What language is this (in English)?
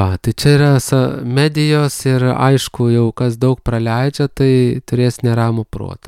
Lithuanian